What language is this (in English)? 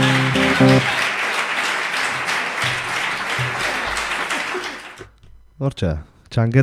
Basque